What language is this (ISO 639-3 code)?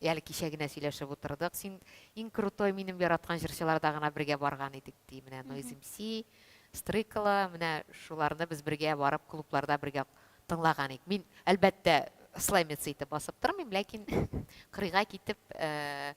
tat